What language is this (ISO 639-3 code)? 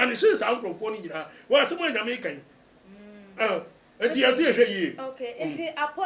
aka